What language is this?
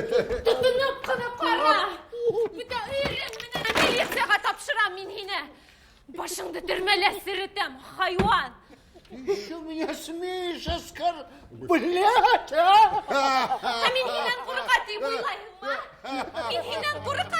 Bashkir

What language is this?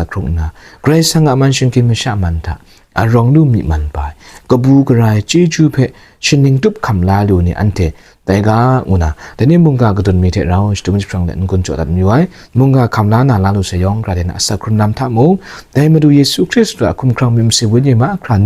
Kachin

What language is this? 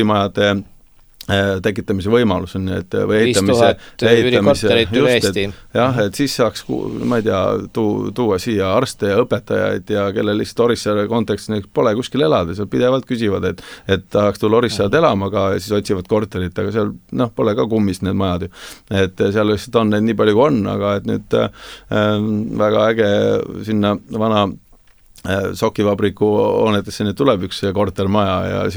Estonian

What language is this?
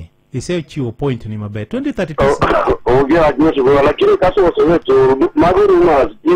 Luo (Kenya and Tanzania)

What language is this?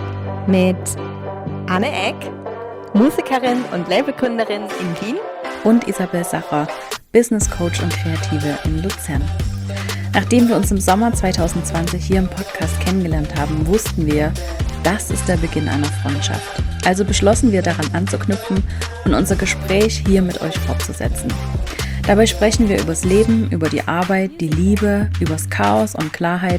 German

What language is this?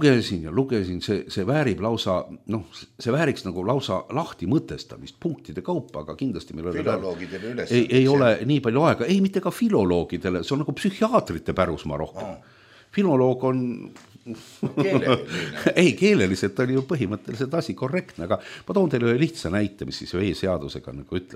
Estonian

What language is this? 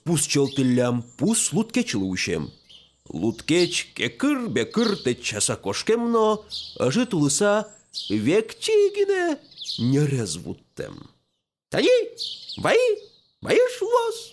Udmurt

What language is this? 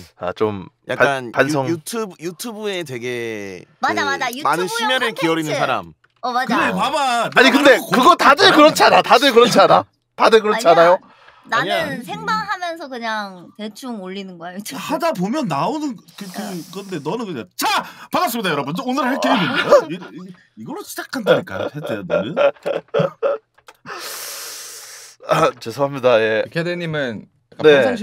Korean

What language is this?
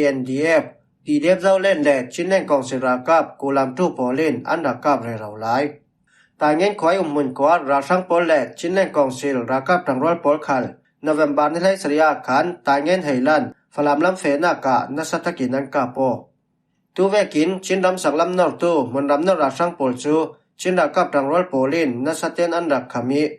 Falam Chin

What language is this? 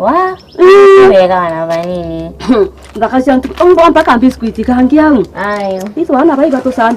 Meru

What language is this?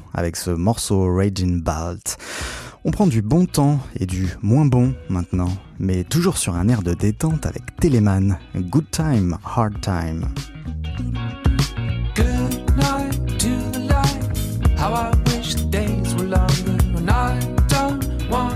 French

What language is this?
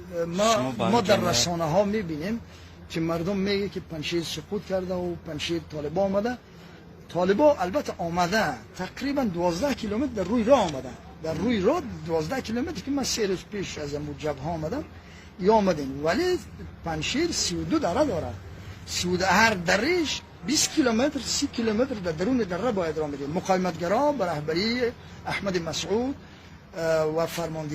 Persian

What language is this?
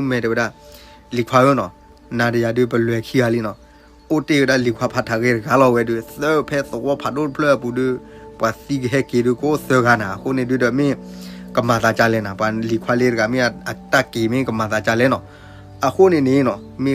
S'gaw Karen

